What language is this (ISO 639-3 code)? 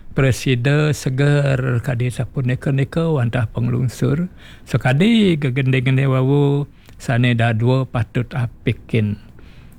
ban